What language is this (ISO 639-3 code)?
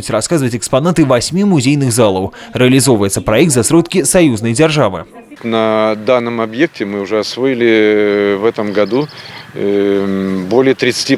bel